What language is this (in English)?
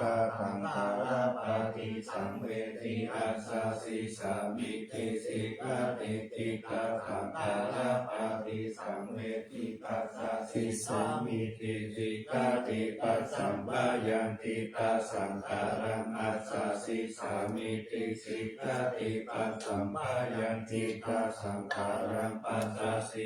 Pali